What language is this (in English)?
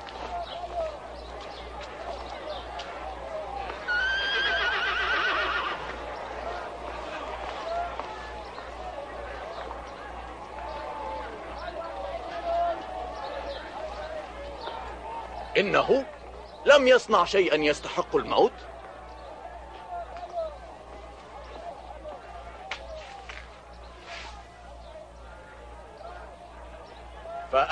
Arabic